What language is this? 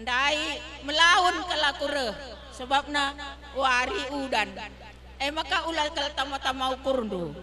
Batak Karo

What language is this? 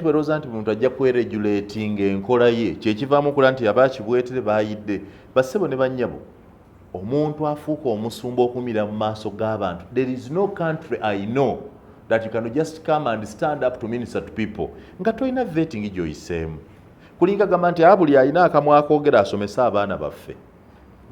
Ganda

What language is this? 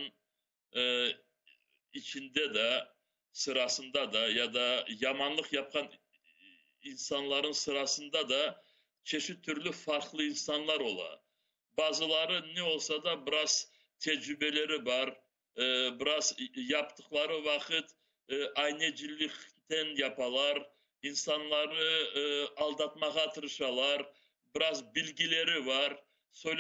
Crimean Tatar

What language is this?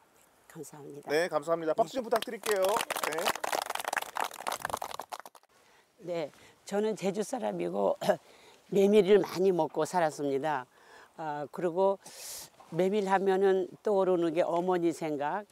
Korean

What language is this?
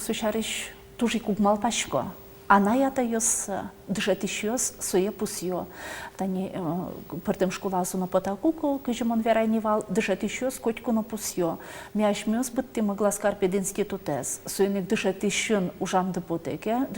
Udmurt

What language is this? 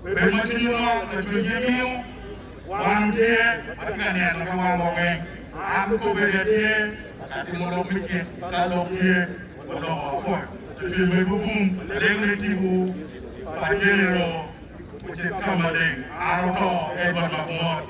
Acoli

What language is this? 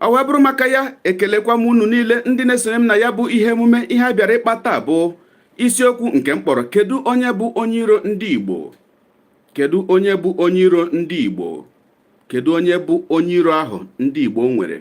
Igbo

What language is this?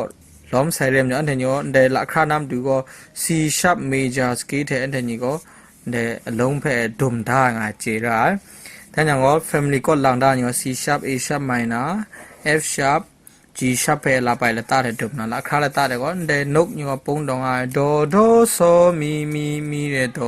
Kachin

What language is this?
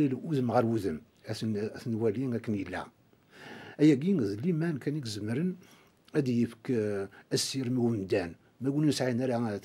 Kabyle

